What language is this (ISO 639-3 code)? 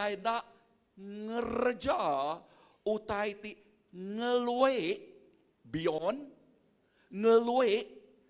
iba